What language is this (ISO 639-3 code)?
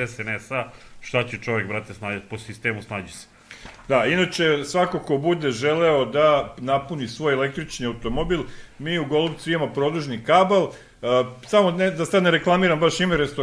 srp